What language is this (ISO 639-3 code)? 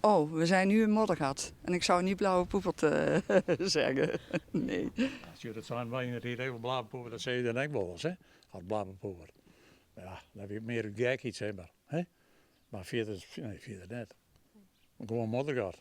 fry